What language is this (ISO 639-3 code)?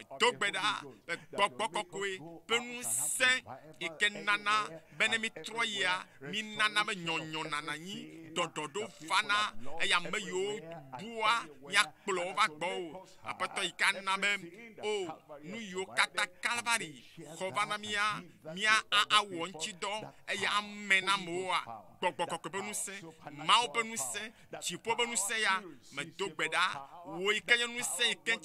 ewe